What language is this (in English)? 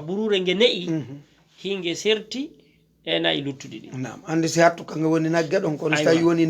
Fula